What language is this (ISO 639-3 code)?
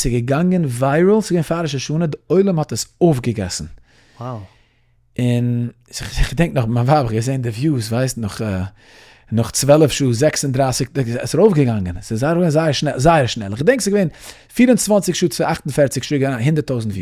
yid